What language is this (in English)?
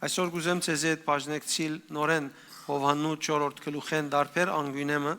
Western Armenian